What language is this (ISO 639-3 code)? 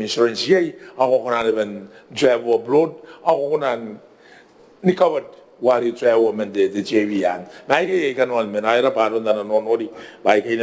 gil